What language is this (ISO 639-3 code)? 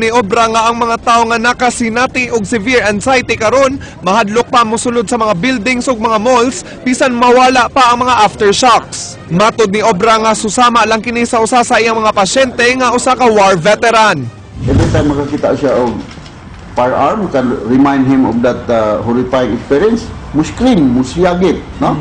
ceb